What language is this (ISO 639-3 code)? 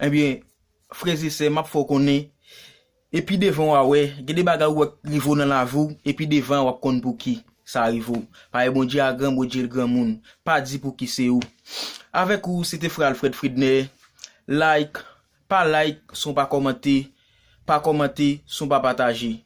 hat